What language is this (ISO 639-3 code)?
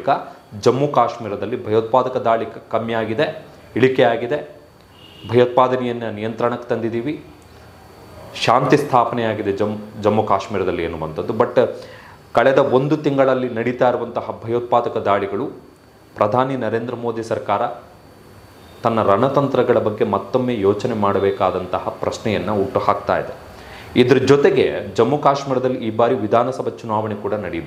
kan